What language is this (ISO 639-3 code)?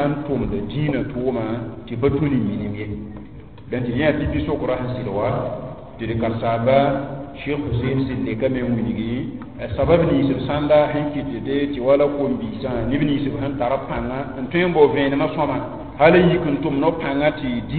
mos